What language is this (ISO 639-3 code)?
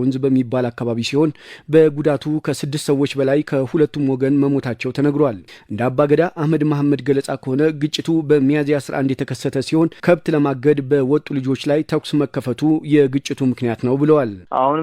amh